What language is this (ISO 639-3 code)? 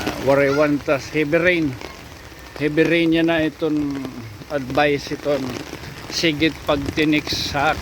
war